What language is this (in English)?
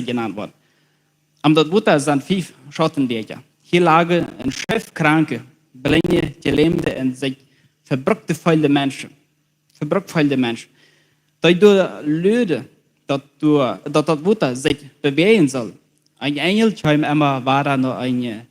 Plautdietsch